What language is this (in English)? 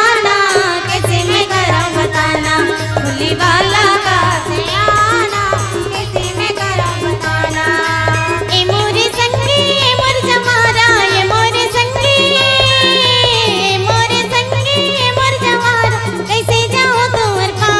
Chhattisgarhi